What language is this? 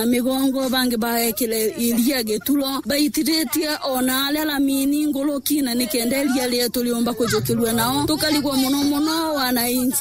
Meru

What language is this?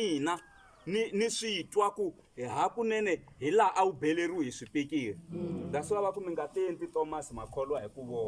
Tsonga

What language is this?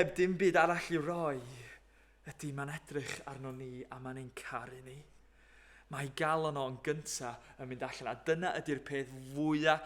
Welsh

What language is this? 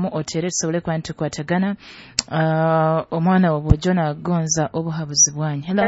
Nyoro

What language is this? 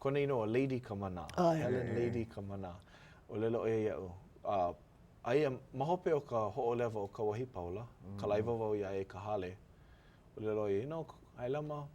Hawaiian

